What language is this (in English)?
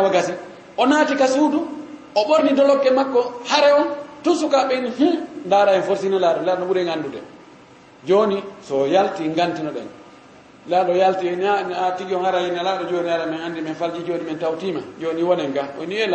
Fula